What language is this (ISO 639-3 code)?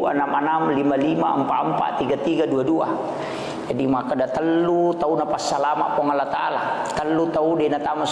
bug